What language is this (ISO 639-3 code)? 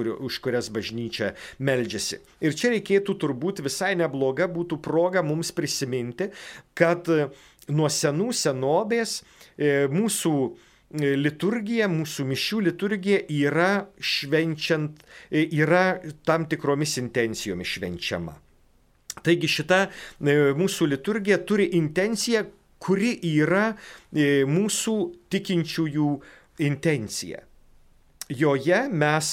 lit